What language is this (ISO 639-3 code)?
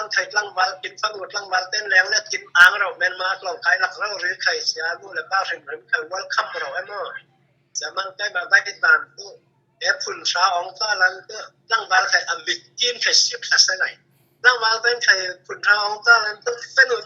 cfm